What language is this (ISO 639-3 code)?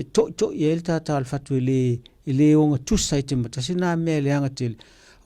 smo